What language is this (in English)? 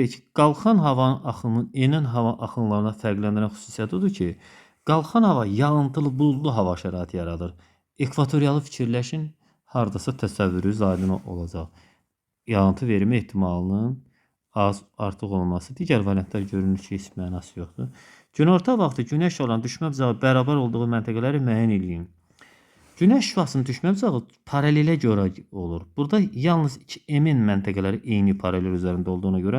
Azerbaijani